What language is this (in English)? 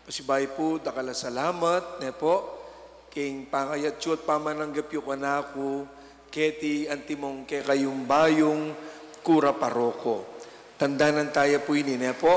Pampanga